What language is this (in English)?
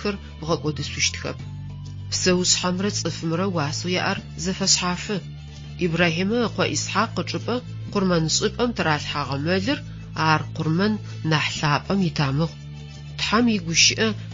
Adyghe